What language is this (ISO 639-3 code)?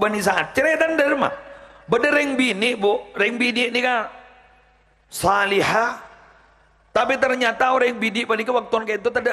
mad